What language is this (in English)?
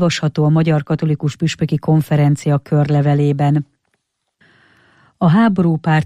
Hungarian